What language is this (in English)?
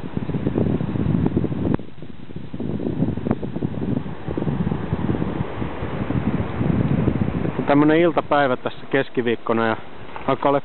Finnish